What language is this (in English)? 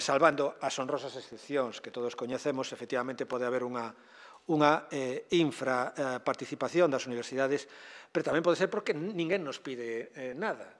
Galician